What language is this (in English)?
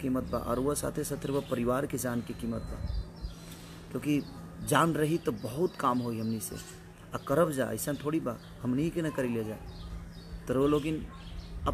Bhojpuri